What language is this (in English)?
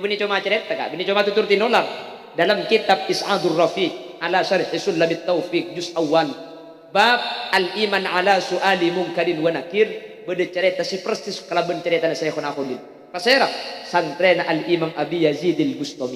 Madurese